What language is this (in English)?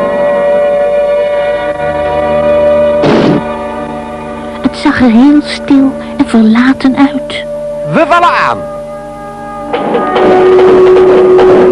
Dutch